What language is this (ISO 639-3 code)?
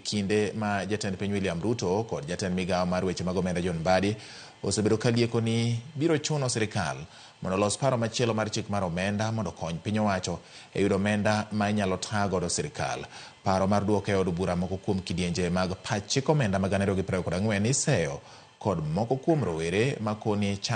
luo